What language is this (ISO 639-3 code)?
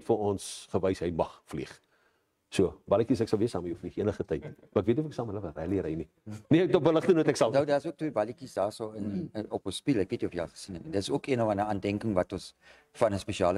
afr